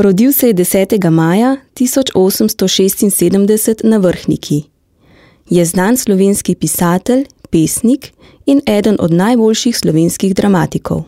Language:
Slovenian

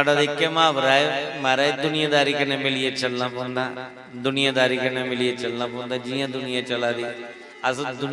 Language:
Dogri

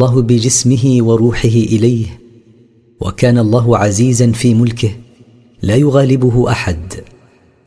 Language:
Arabic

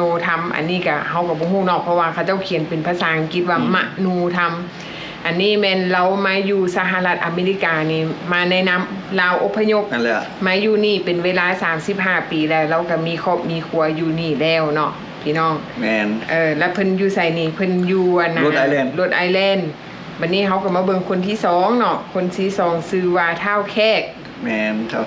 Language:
Lao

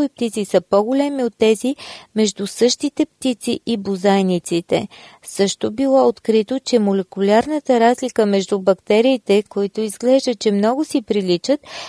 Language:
Bulgarian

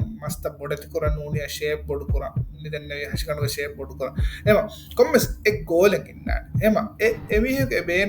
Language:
Divehi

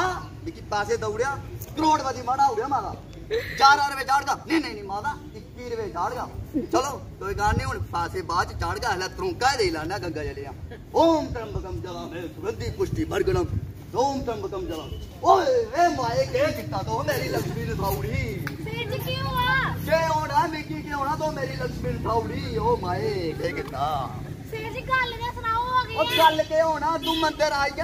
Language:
Dogri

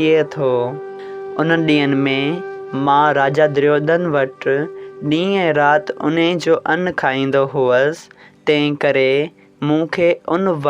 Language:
Sindhi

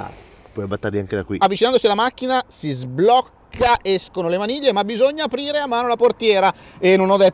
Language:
Italian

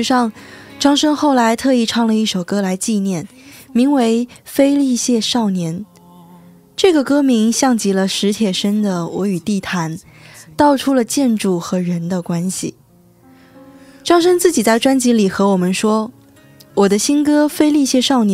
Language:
Chinese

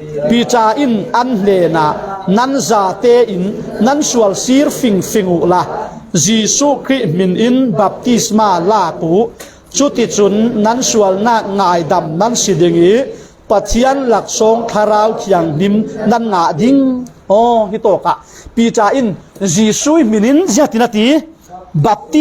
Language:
Falam Chin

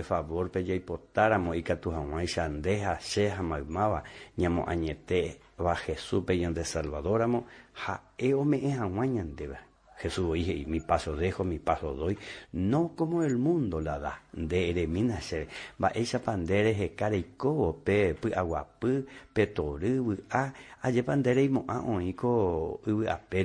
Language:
Guarani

